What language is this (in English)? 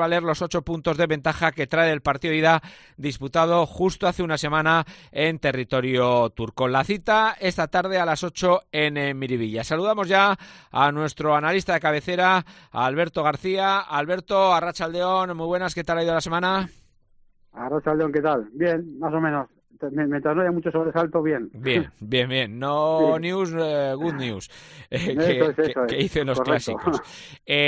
Spanish